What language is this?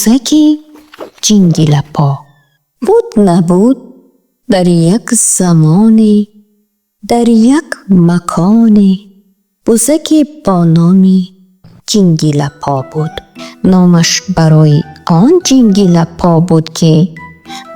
Tajik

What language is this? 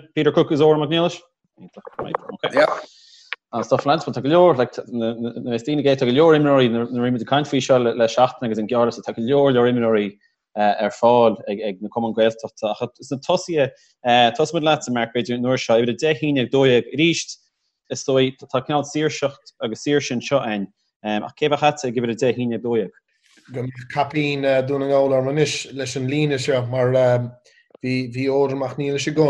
Irish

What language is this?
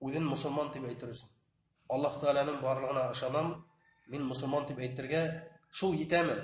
Bashkir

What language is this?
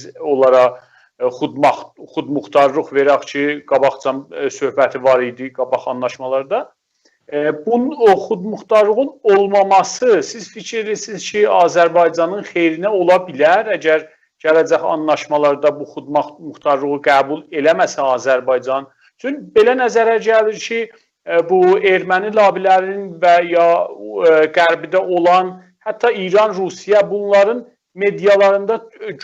South Azerbaijani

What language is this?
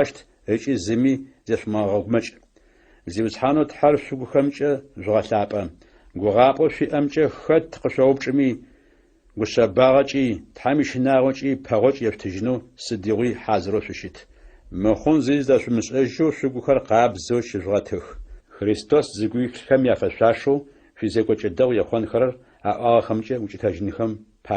Adyghe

